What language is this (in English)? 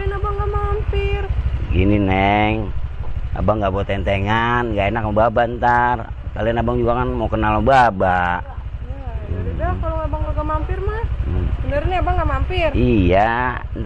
Betawi